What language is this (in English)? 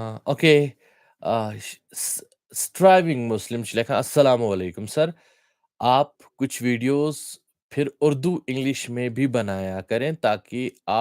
Kashmiri